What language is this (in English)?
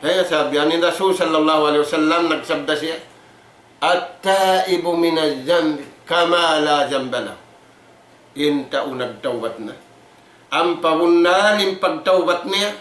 Tausug